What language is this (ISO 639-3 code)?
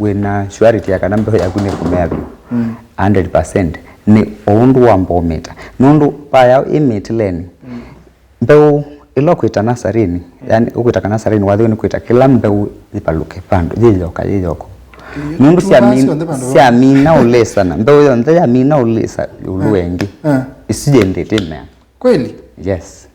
kam